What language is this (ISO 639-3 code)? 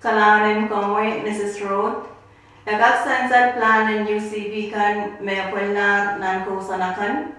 pon